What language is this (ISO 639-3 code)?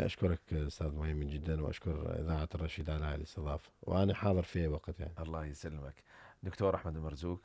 acm